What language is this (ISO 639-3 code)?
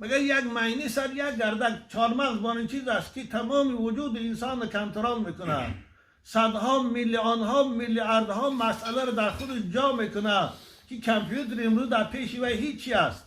tgk